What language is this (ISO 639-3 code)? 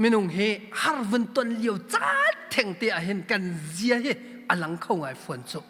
cnh